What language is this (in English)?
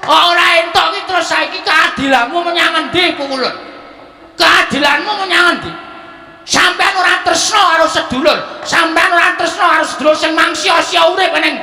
Javanese